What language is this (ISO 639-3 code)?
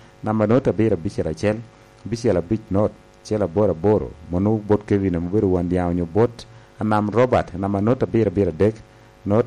laj